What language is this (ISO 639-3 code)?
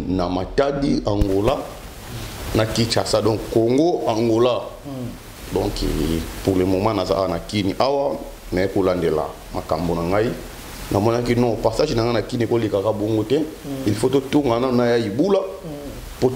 lin